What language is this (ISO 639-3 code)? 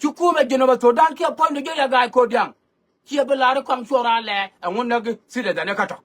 nus